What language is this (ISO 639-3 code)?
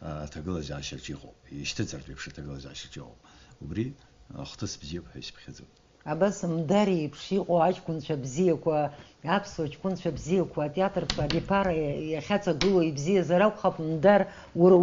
abk